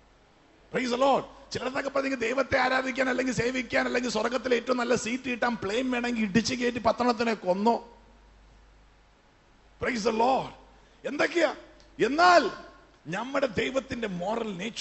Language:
Malayalam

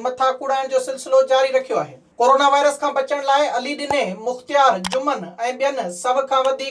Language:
Sindhi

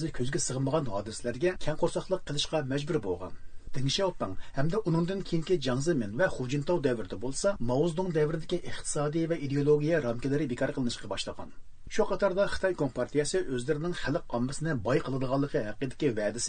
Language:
Uyghur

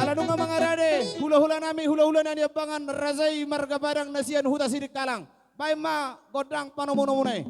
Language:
Batak Toba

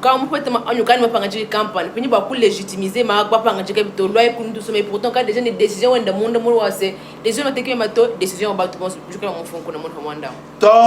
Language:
Luba-Lulua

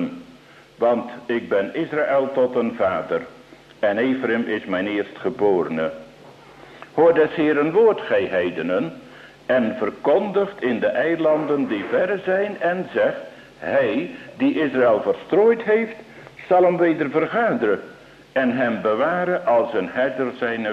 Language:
Dutch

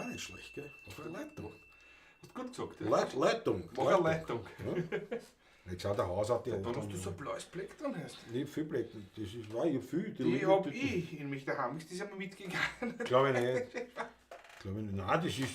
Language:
Bavarian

